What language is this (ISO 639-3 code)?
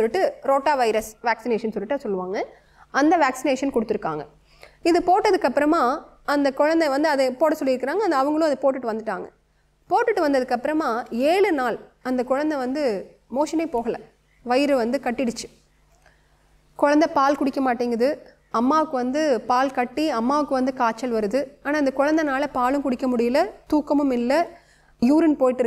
tam